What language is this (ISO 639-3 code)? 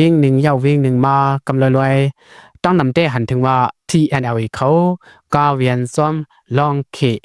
shn